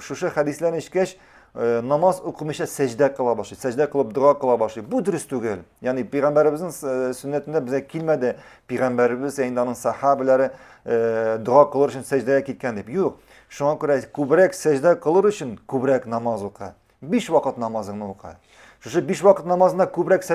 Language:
Tatar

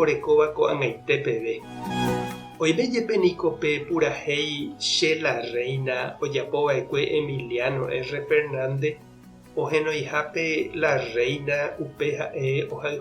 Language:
Guarani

